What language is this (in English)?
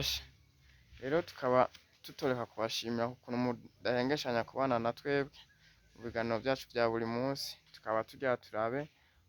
Rundi